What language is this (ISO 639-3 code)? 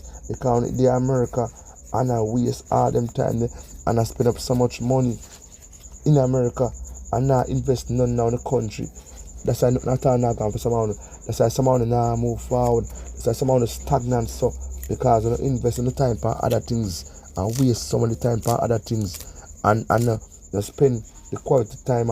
jam